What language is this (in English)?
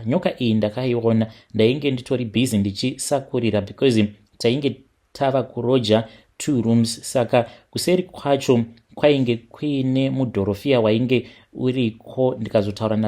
Shona